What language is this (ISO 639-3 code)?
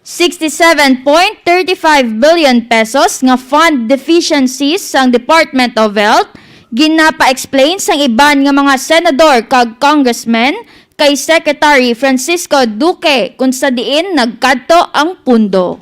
hil